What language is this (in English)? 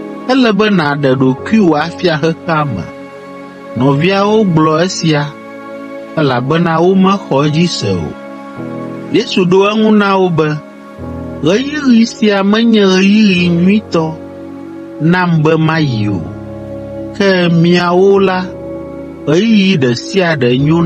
Ewe